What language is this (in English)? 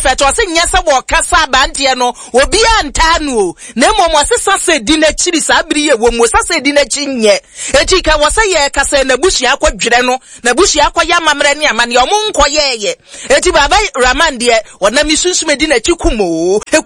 Akan